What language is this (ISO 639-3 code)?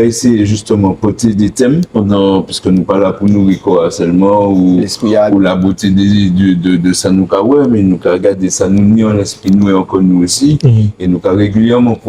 gcf